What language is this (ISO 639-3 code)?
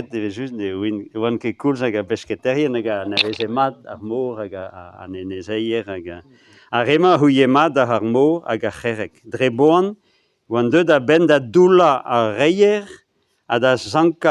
bre